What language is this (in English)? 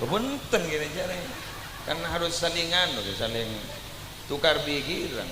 Madurese